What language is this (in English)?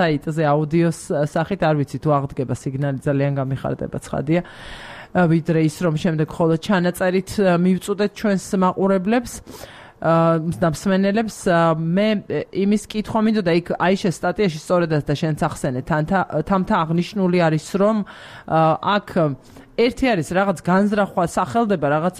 Georgian